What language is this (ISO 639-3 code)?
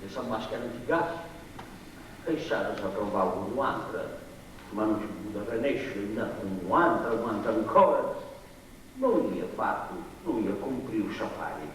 srd